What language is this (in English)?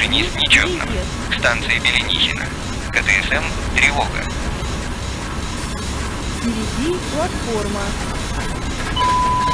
Russian